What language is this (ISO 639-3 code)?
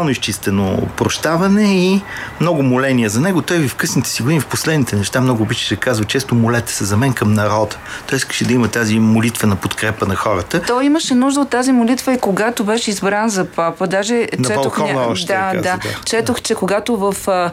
bul